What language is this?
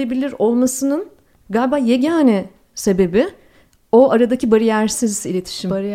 Turkish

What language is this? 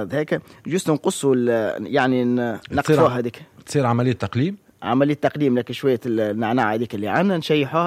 Tunisian Arabic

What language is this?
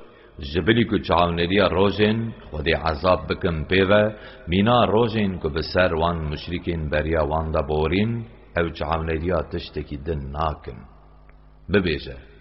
Kurdish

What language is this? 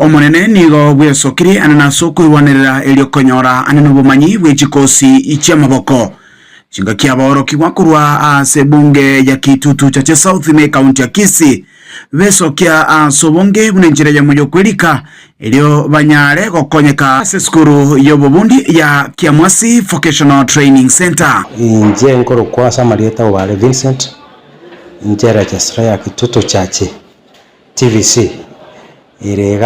Gusii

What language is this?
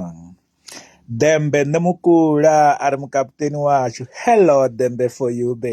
Venda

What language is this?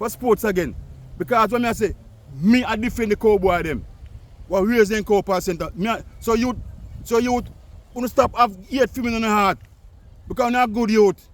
Jamaican Creole English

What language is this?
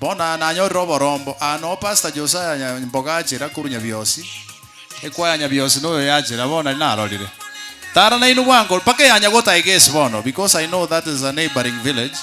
Gusii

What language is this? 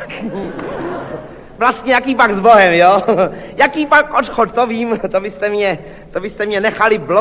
Czech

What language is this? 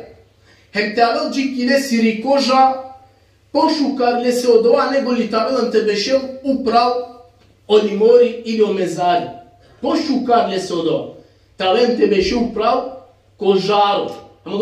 Balkan Romani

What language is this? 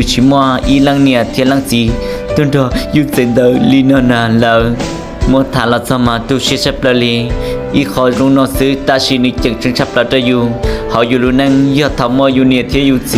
Hmong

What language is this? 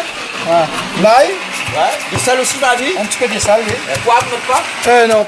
Réunion Creole French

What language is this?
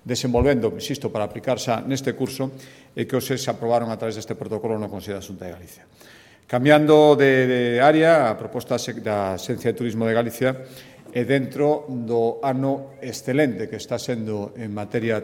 Galician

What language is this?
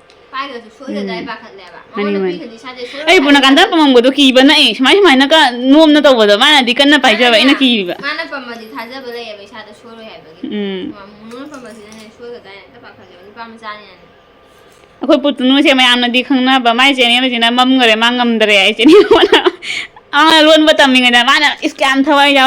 Manipuri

